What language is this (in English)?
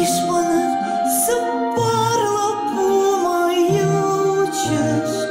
Ossetic